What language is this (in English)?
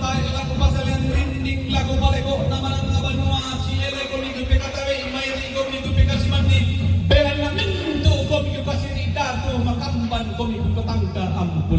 Toraja-Sa'dan